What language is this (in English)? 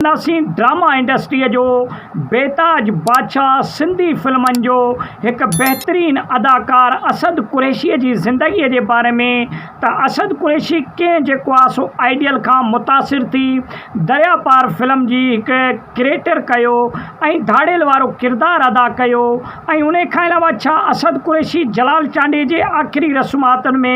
Sindhi